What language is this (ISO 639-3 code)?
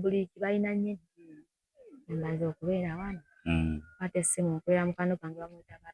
lug